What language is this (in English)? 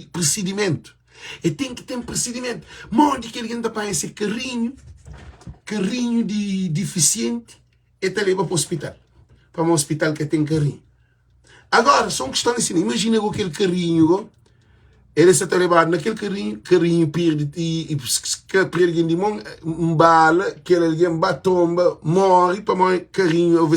Kabuverdianu